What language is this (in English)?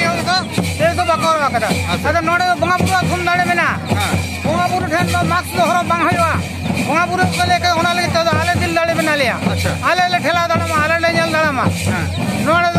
Santali